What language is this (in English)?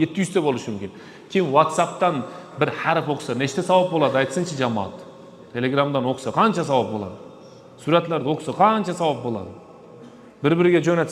Uzbek